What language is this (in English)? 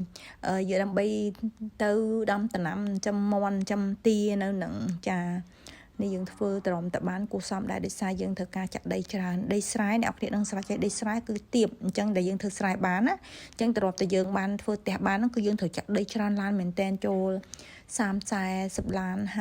Khmer